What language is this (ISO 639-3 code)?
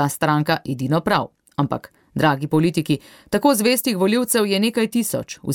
slv